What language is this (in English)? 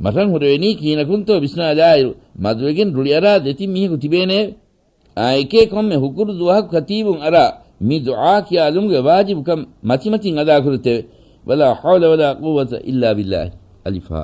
Divehi